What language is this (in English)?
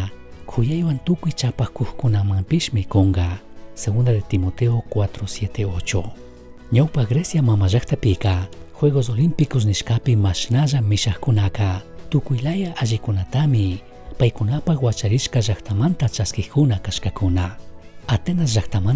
Chimborazo Highland Quichua